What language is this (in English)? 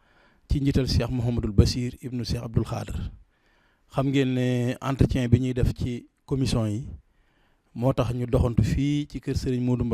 Wolof